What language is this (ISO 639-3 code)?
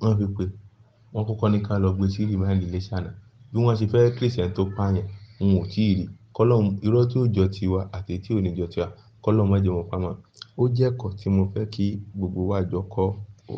yor